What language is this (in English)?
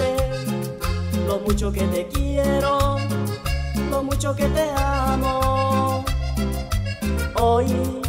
Spanish